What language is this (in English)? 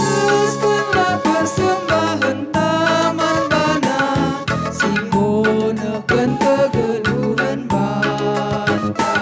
Batak Karo